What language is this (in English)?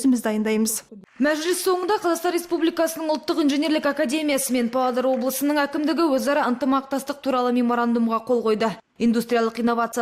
Kazakh